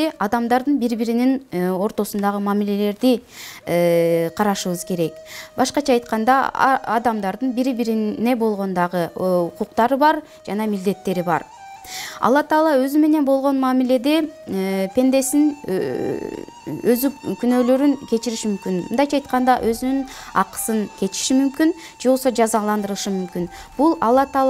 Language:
Kyrgyz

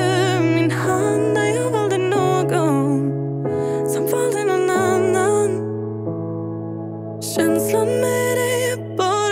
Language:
Swedish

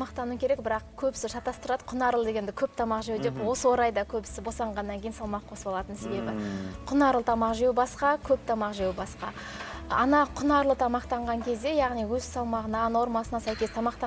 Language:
Kazakh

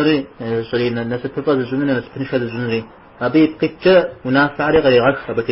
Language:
Kabardian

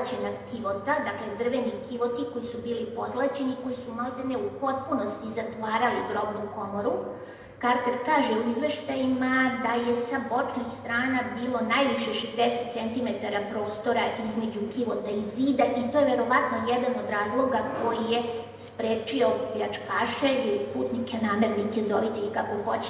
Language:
Serbian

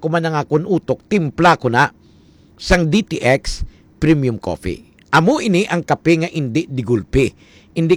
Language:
Hiligaynon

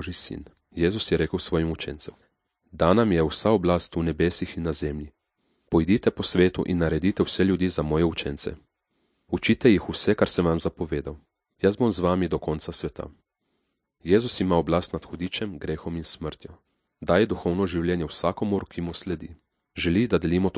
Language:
Slovenian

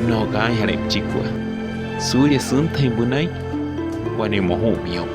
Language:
Wayuu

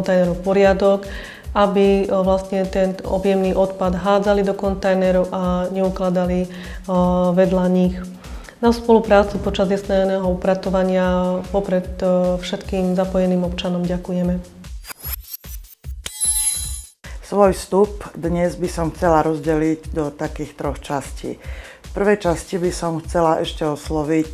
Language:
Slovak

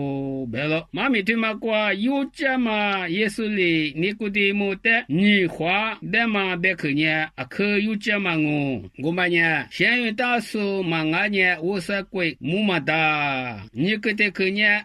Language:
Lisu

